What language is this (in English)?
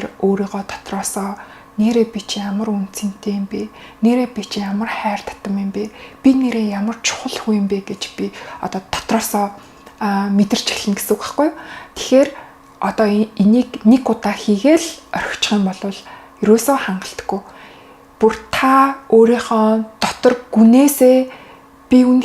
Mongolian